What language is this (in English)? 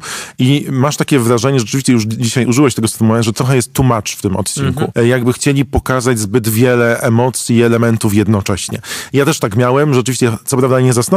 Polish